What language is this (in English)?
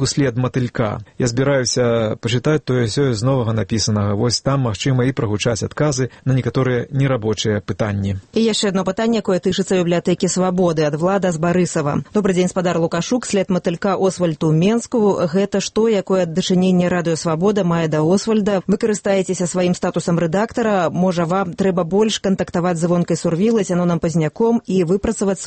Belarusian